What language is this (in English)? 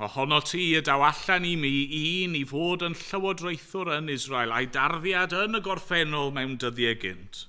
Welsh